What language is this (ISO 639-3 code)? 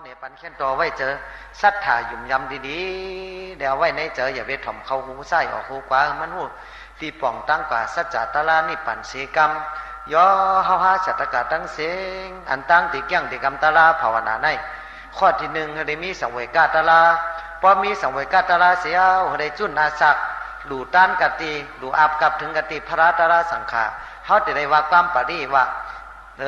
shn